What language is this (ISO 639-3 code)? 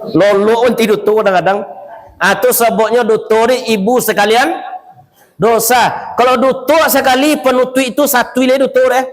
min